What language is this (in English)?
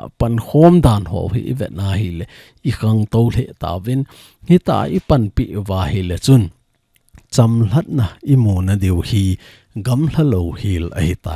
Thado Chin